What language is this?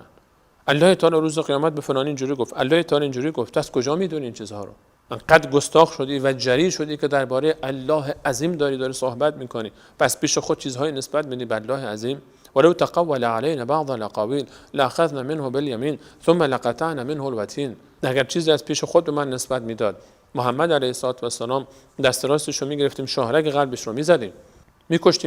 Persian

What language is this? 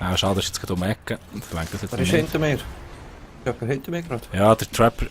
Swiss German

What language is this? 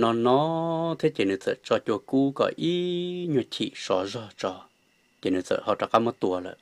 Hmong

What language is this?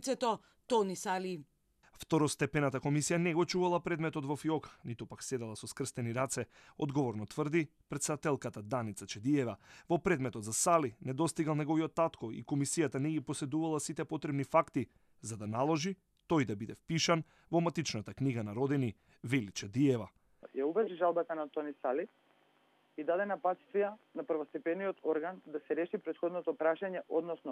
Macedonian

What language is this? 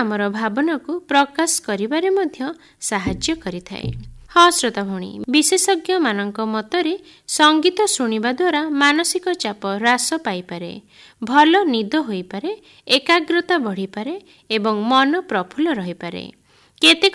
Odia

